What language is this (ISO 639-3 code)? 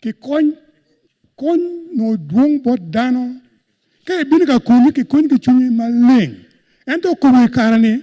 ach